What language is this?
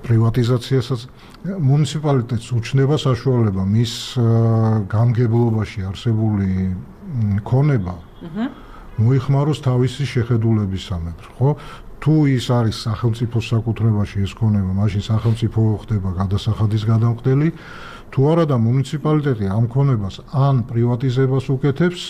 Georgian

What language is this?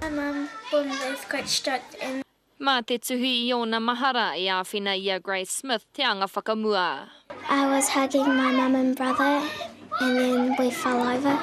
Māori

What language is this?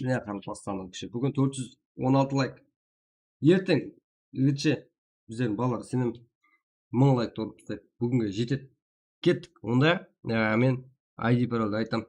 Kara-Kalpak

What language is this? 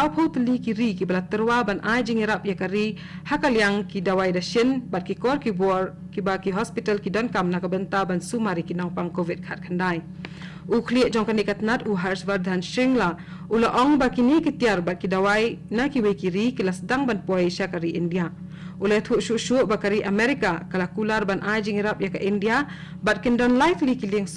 Khasi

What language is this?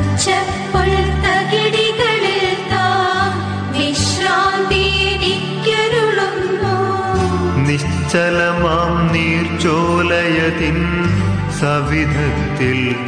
Malayalam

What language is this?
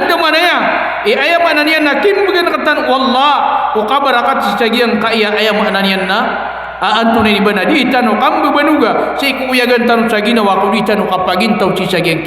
Maranao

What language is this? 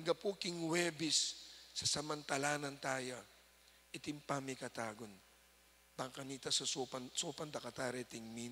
Pampanga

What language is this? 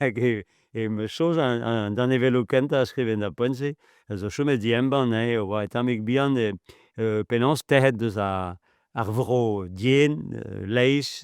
Breton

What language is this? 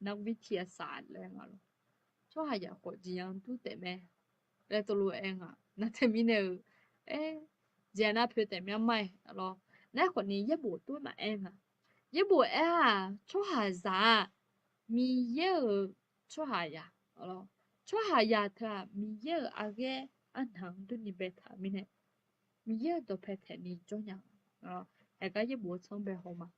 Akha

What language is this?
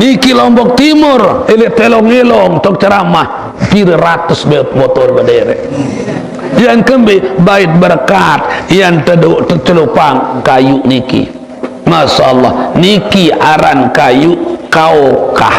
Sasak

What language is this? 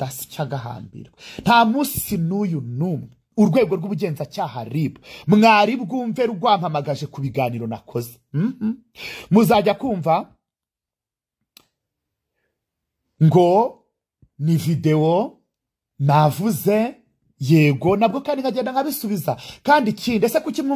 Kinyarwanda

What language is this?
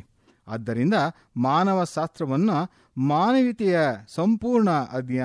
Kannada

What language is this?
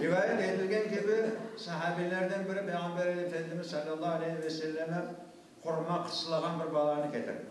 Crimean Tatar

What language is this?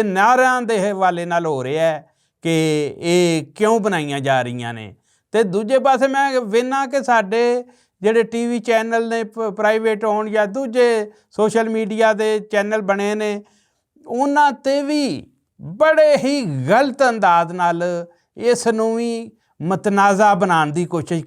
Western Panjabi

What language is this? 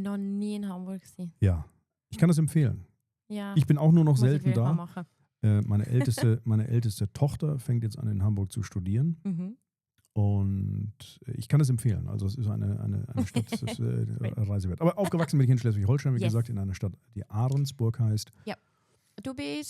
Swiss German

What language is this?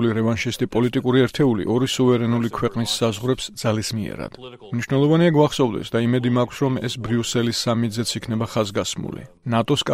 Georgian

